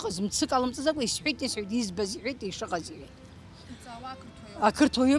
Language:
Abkhazian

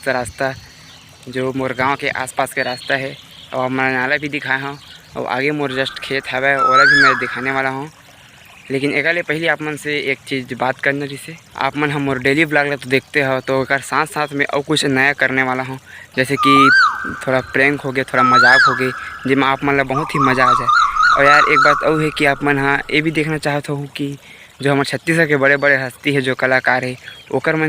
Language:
Chhattisgarhi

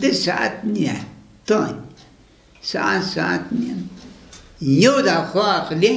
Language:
Zaza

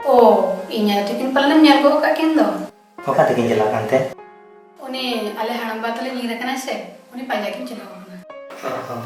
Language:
Santali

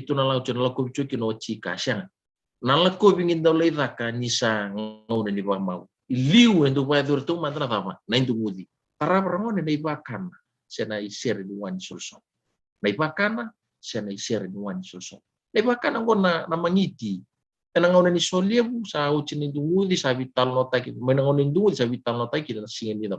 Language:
Fijian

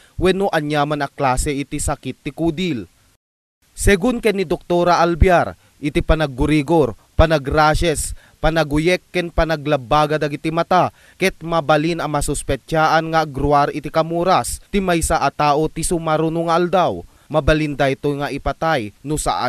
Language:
Iloko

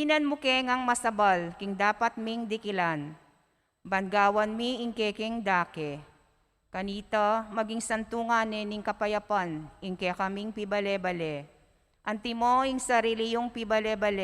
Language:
Pampanga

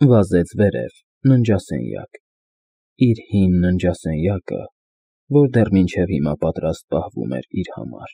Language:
Armenian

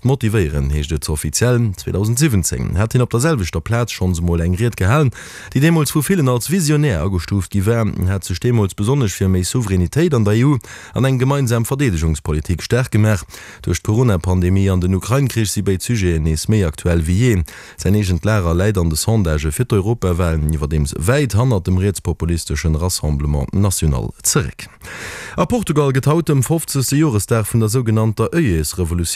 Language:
Luxembourgish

